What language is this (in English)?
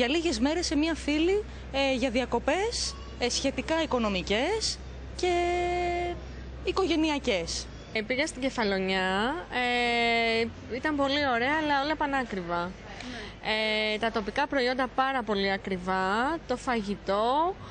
Greek